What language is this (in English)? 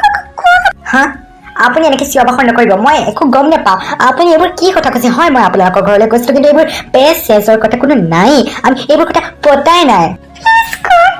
Assamese